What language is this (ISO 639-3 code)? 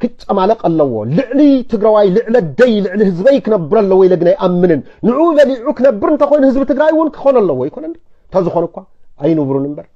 tir